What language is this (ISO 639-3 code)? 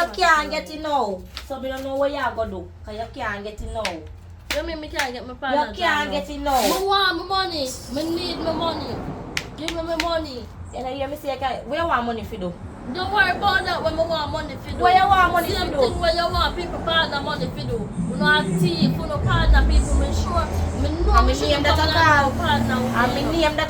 jam